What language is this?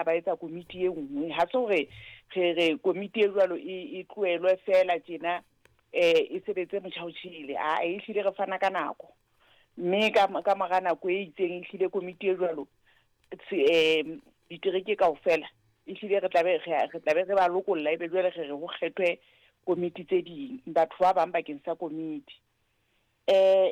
Southern Sotho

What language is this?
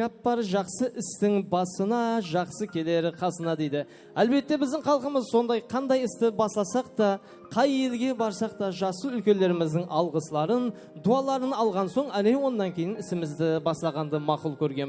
Kara-Kalpak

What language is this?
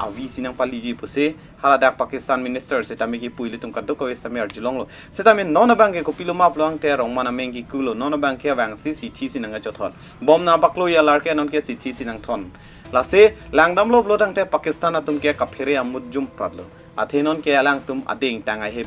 Karbi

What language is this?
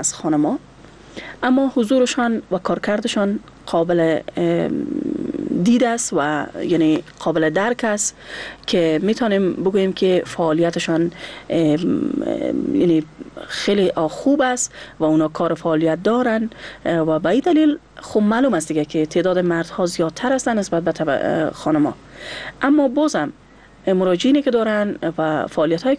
Persian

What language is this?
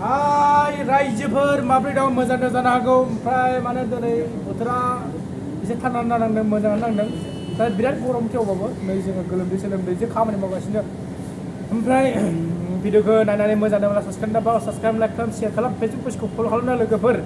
Bodo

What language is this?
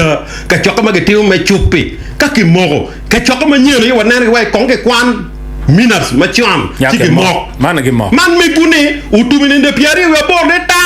Acoli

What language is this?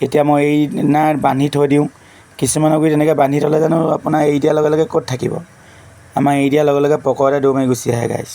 Assamese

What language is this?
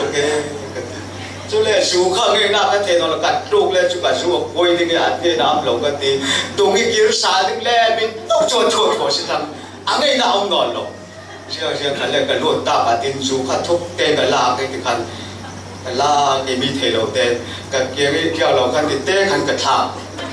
Falam Chin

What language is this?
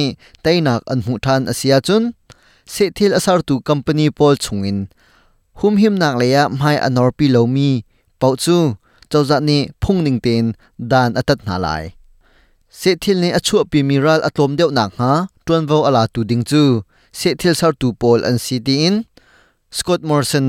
Hakha Chin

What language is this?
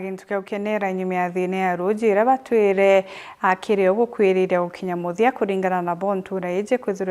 Meru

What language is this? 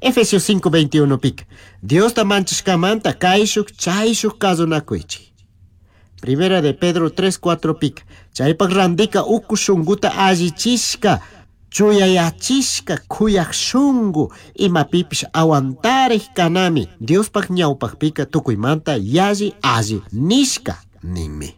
Chimborazo Highland Quichua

